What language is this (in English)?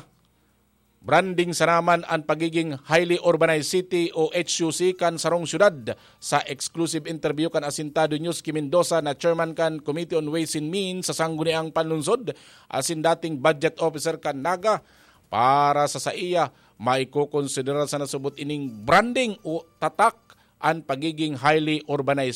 Bikol